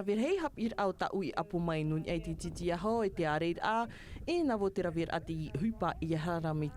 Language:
Tahitian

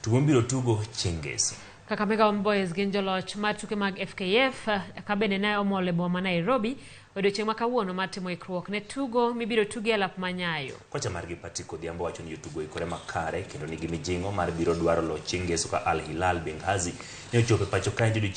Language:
Luo (Kenya and Tanzania)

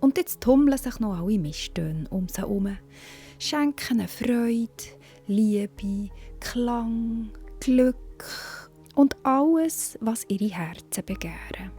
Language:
Swiss German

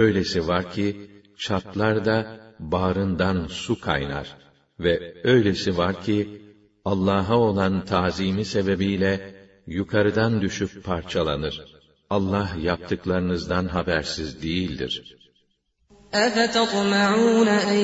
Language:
Turkish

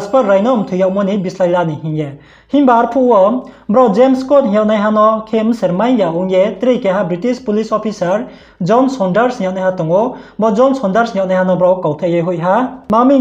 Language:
Riang (India)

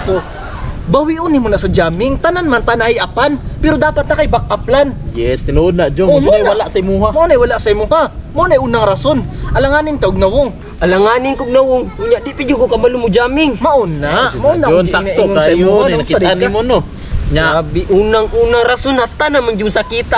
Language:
Cebuano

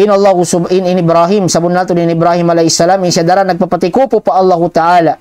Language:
Tausug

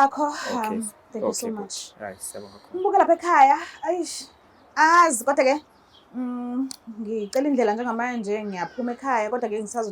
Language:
Zulu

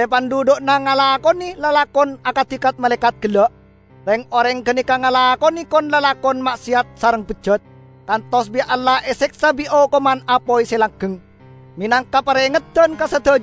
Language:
Madurese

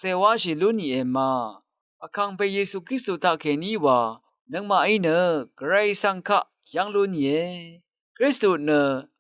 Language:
Rawang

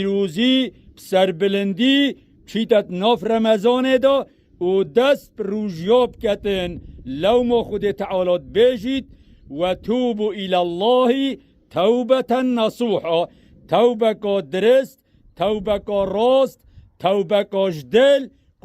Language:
Kurdish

